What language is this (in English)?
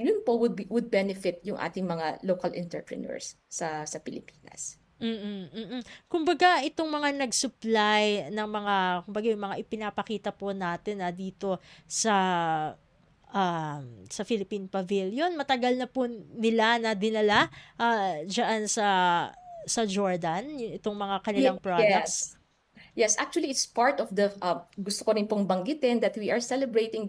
Filipino